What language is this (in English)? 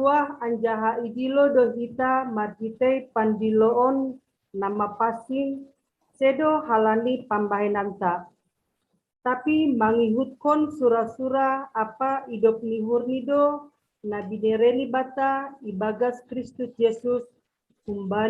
Batak Simalungun